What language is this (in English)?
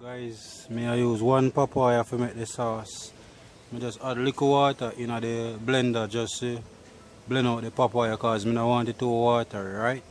Jamaican Creole English